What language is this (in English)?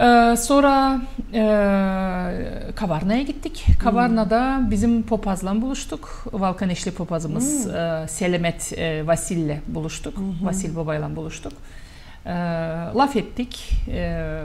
Gagauz